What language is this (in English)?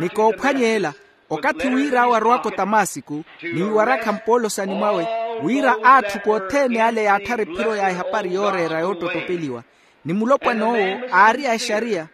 Makhuwa